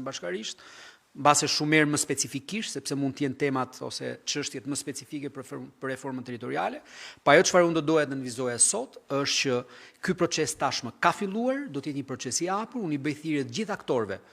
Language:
Albanian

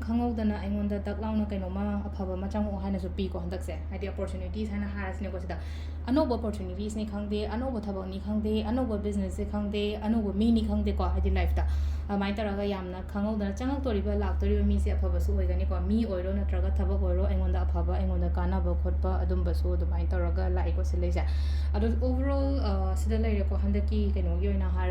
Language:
Manipuri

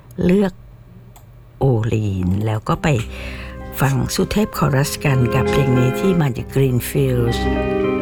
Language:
Thai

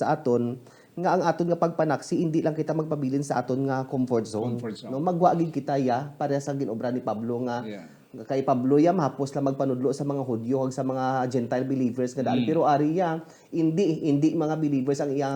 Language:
Hiligaynon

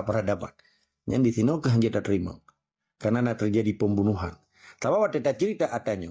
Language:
Achinese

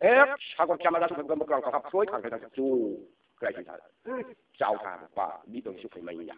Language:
Riang (India)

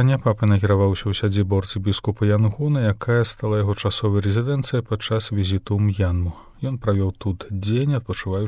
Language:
Belarusian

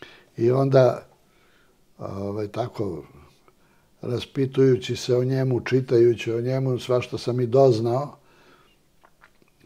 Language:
Serbian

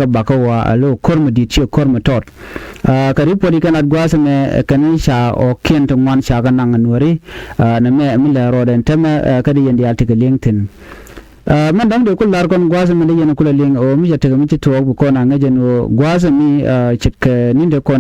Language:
Nuer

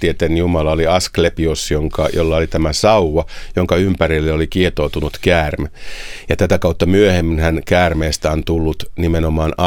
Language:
Finnish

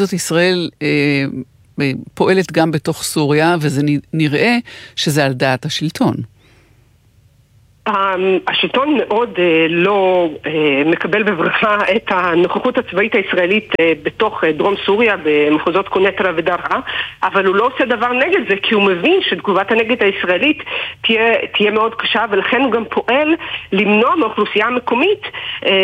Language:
Hebrew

